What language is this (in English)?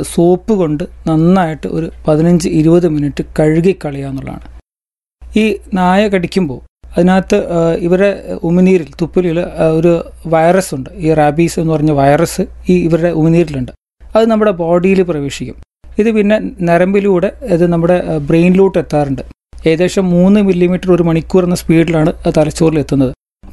Malayalam